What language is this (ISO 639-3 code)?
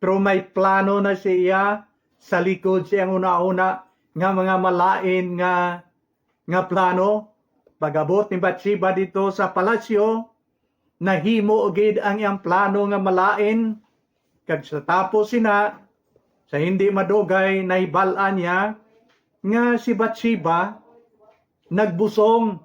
hil